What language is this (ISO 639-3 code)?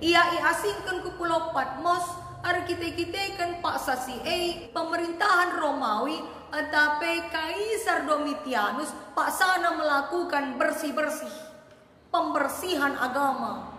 btx